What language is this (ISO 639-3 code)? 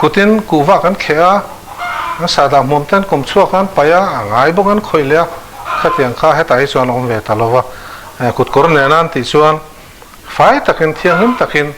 lus